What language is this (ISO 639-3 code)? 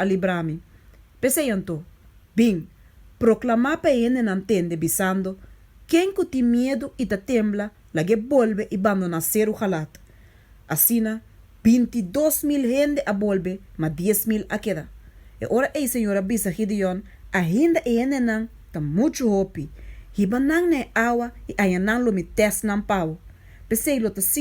pap